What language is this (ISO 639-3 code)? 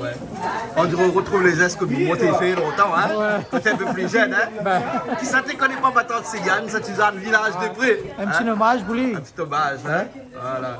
rcf